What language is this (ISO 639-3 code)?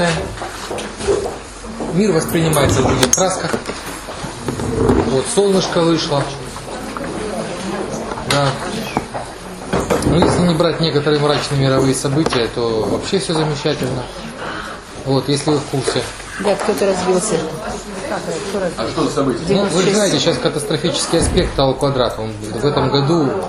rus